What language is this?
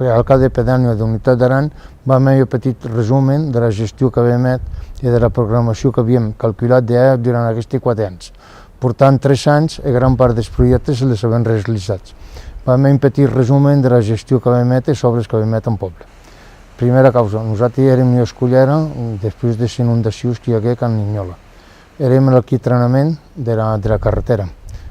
Occitan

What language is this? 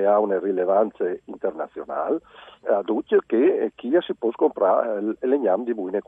Friulian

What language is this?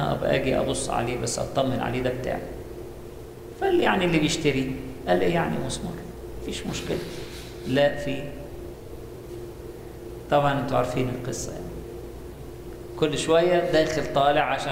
Egyptian Arabic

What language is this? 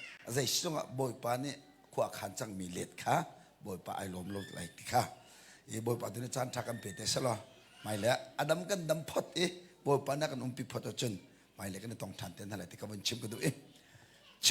Hakha Chin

